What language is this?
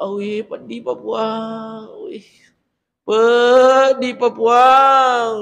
Buginese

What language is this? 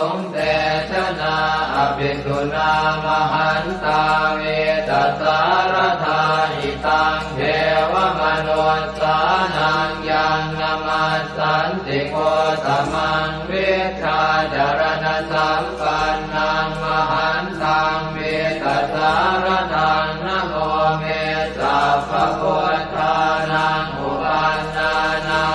Pali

